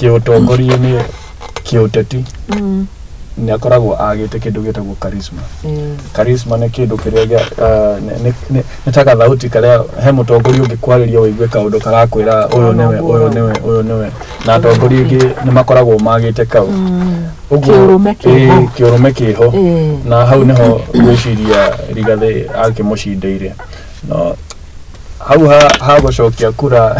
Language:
Kikuyu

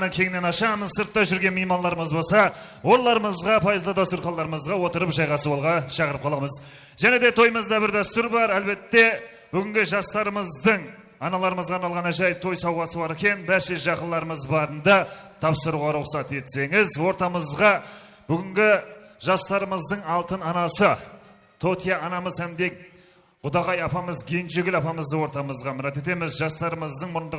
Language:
Kara-Kalpak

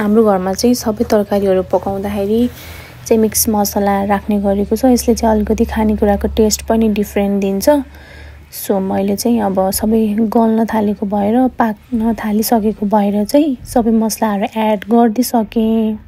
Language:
Nepali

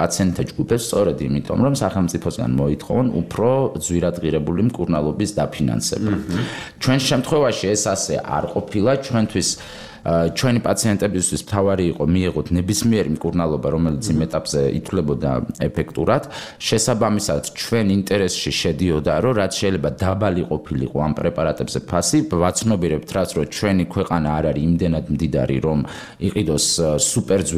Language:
Georgian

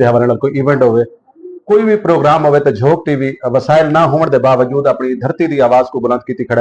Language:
Saraiki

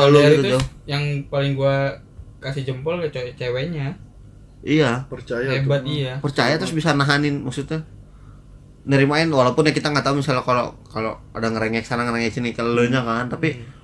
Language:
Indonesian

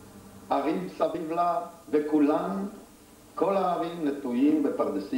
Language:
Hebrew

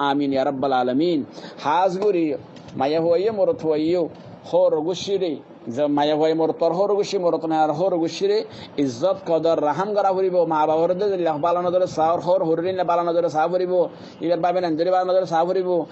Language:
Rohingya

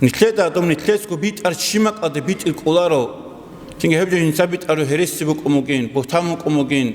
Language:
Avaric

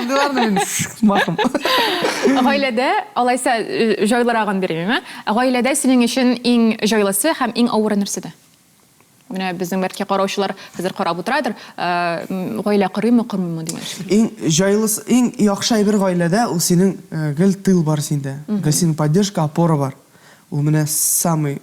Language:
Tatar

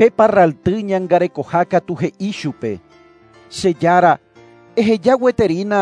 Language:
Guarani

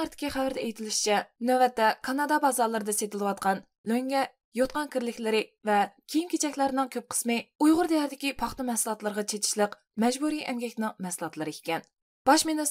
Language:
Uyghur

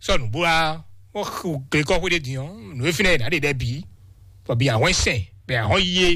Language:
Fon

